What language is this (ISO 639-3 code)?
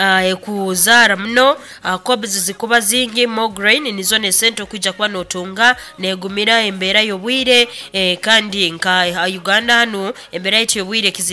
nyo